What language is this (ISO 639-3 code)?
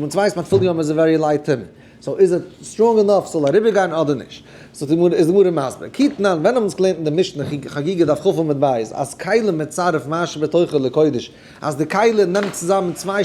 yid